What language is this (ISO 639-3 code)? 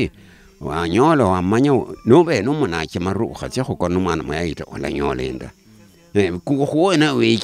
luy